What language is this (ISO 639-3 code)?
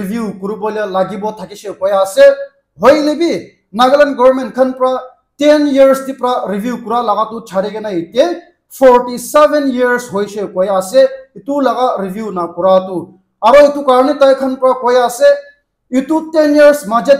nag